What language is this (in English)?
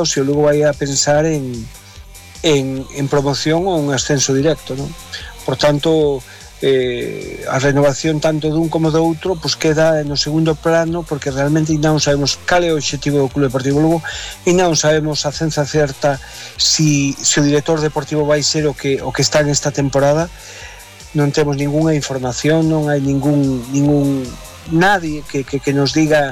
Galician